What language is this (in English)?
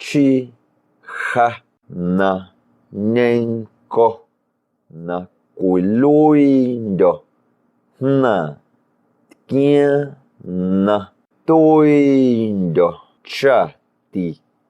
Guerrero Amuzgo